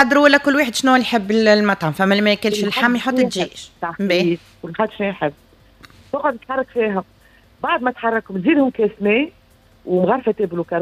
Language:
Tunisian Arabic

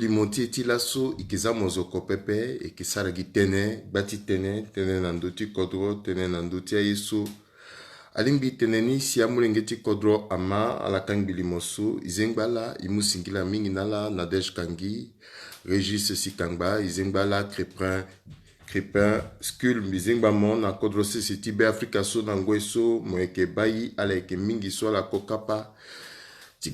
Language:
Sango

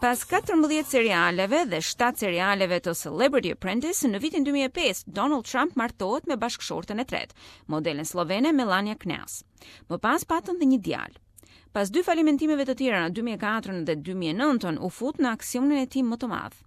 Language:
Albanian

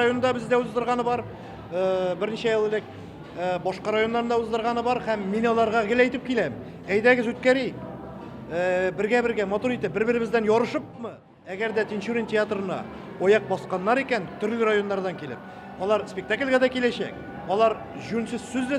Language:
Tatar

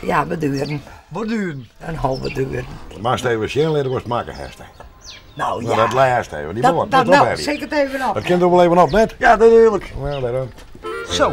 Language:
Western Frisian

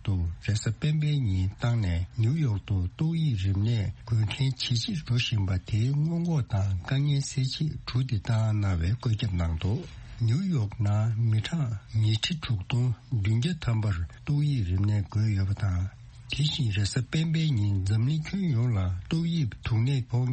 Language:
Tibetan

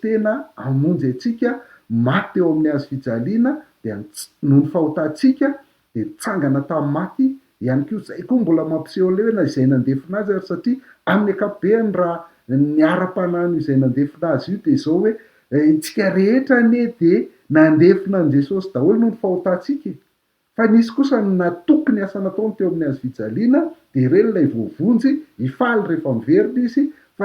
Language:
Malagasy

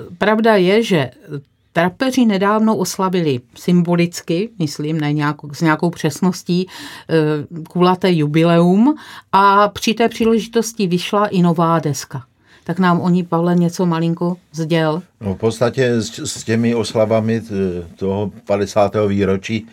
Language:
Czech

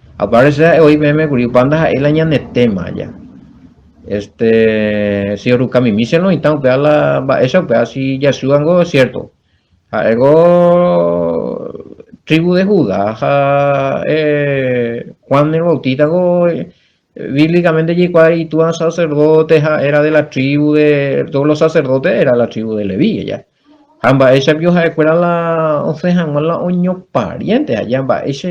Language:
Guarani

